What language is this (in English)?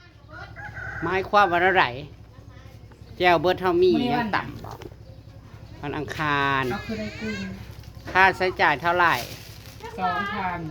Northeastern Thai